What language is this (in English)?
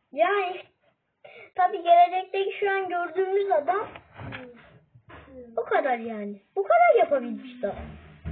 Turkish